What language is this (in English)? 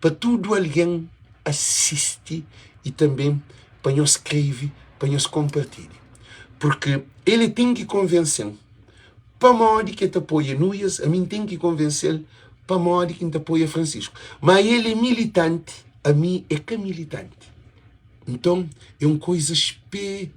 Kabuverdianu